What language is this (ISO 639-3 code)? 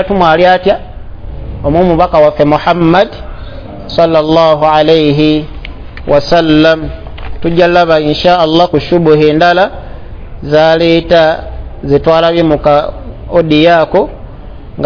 lug